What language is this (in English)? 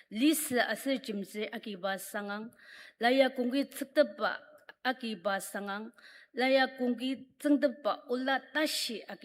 Ao Naga